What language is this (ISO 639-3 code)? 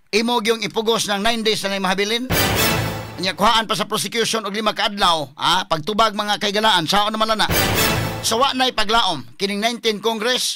ceb